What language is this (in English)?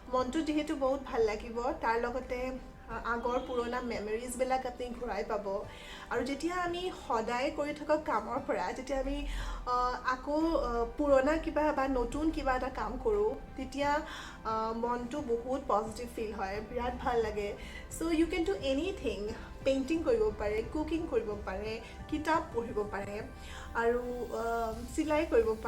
Assamese